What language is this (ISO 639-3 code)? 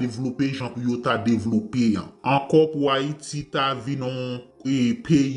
hat